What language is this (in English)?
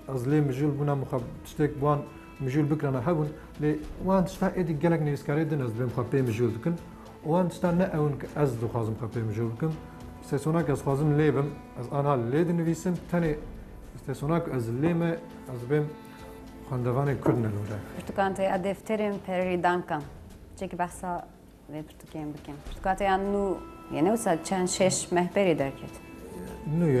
Kurdish